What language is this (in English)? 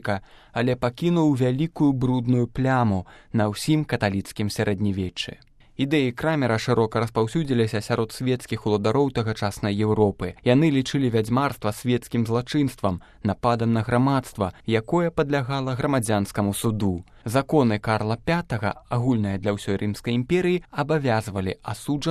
Belarusian